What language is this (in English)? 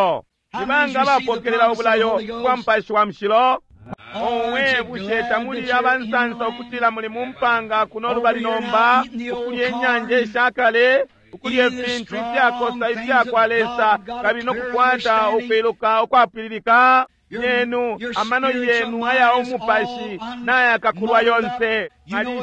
Bemba